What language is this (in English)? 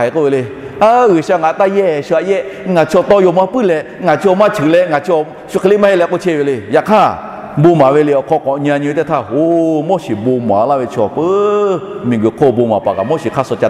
Lahu